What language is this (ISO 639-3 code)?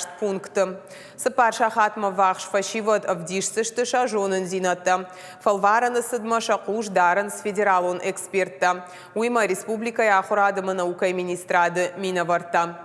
oss